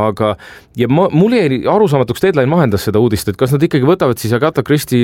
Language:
Estonian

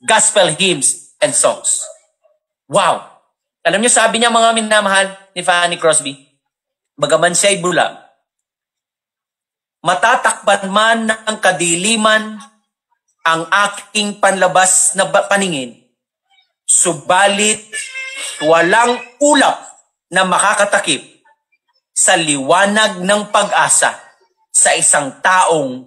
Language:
Filipino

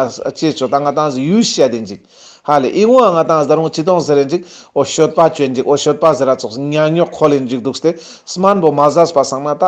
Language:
Ladakhi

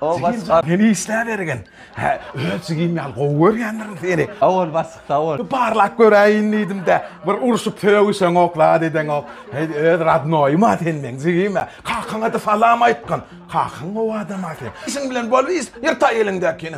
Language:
Turkmen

